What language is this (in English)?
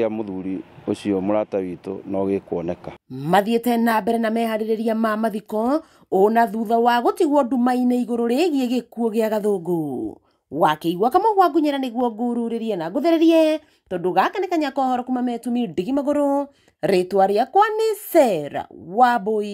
Kikuyu